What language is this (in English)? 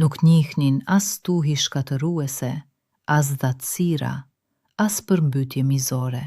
Albanian